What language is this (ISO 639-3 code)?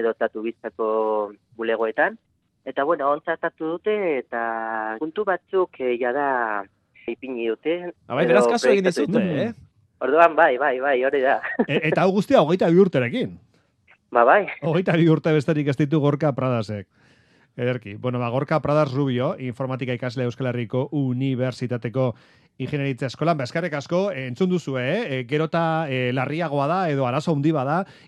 eus